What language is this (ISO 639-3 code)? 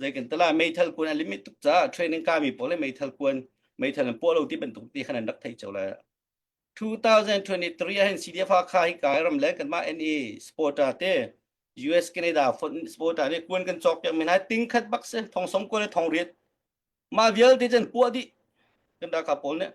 cnh